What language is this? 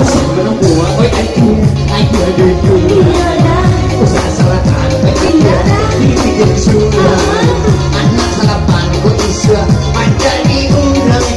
Minangkabau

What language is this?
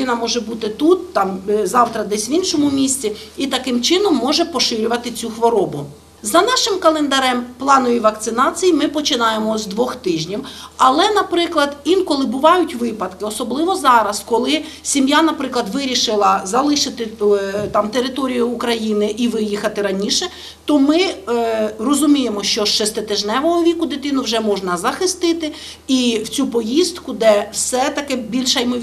Ukrainian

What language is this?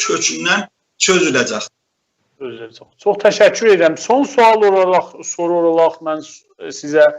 South Azerbaijani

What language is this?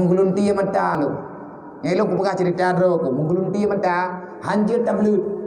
Achinese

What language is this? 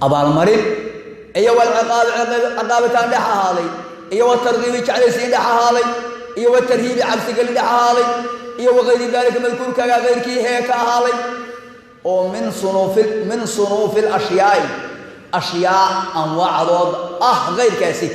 Somali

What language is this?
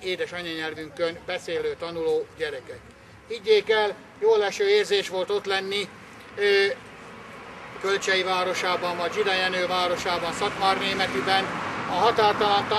Hungarian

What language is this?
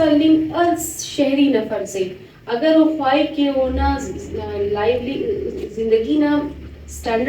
Brahui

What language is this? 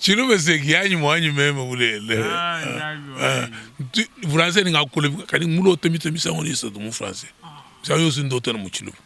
Luba-Lulua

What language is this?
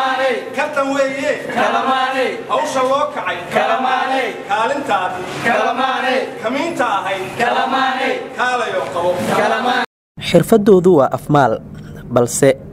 Somali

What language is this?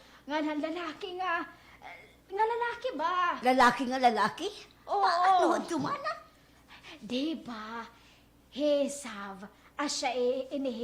Waray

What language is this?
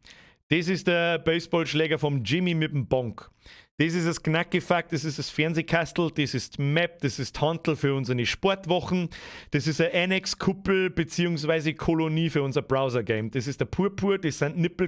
Bavarian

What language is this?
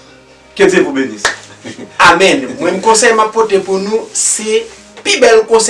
Haitian Creole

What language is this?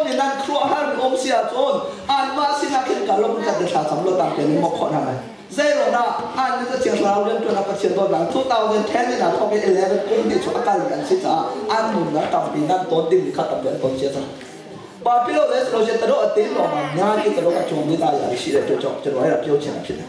Hakha Chin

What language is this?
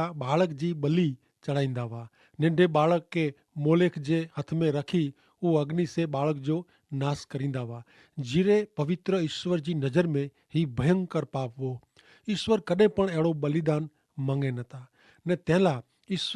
Kachhi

